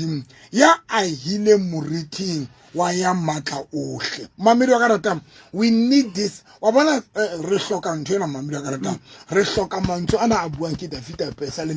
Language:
Southern Sotho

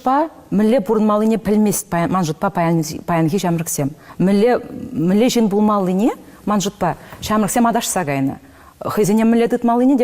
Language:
Chuvash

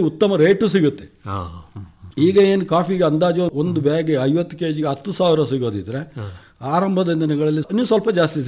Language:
Kannada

